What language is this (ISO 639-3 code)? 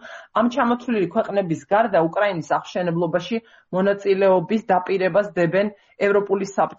kat